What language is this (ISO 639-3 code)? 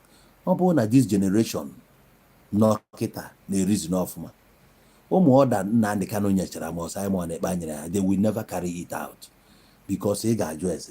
ibo